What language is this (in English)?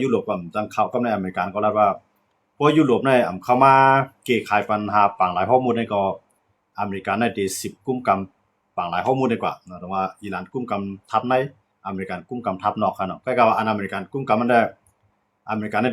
Shan